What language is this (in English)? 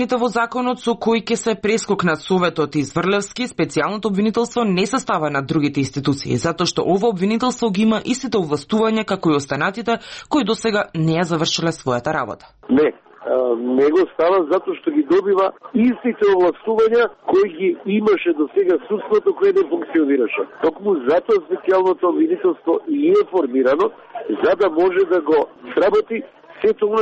Macedonian